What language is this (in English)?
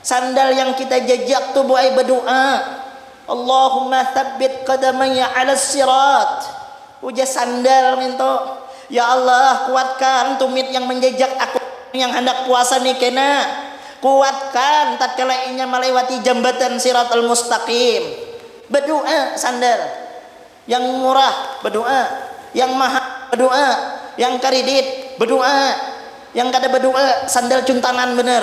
Banjar